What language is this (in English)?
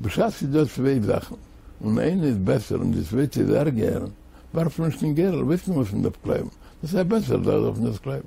Yiddish